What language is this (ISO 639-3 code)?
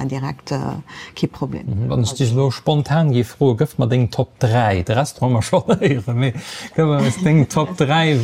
ltz